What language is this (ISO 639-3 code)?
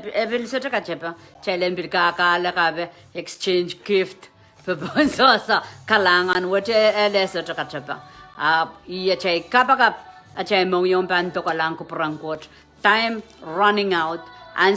pon